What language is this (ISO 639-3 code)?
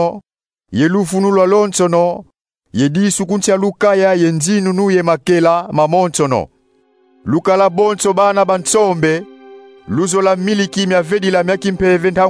kon